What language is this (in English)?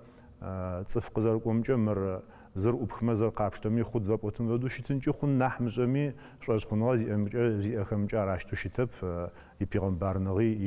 Adyghe